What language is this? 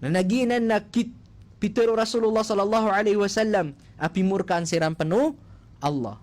Maranao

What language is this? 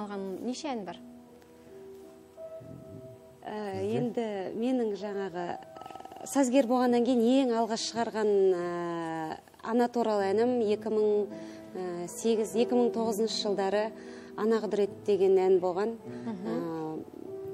Kazakh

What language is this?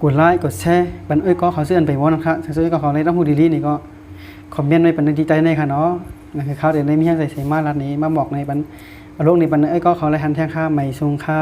Shan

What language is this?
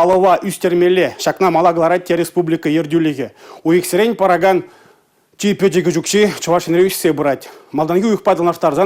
Chuvash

